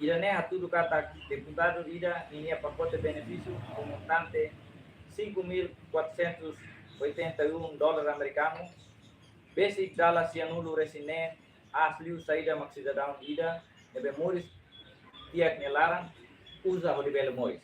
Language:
Tetum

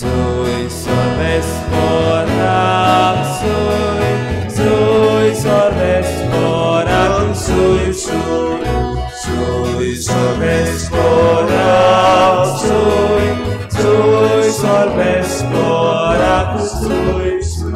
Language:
Konkani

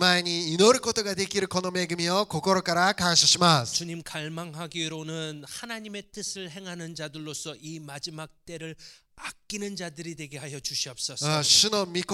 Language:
Korean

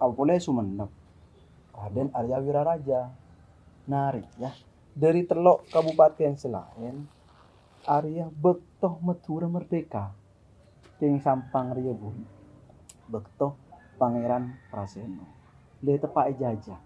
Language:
Madurese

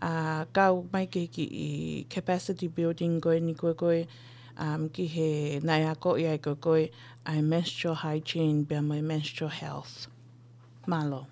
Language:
Tongan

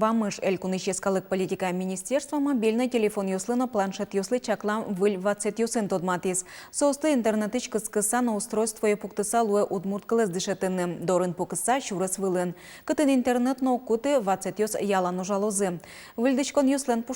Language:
Udmurt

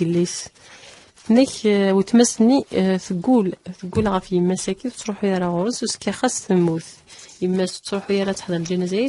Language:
Kabyle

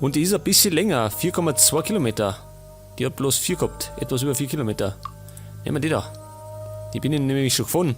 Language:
Bavarian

